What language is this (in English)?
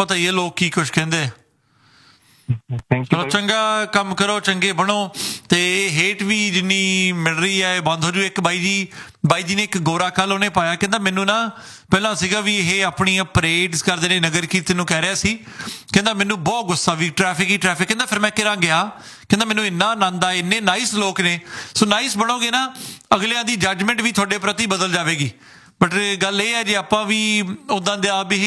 Punjabi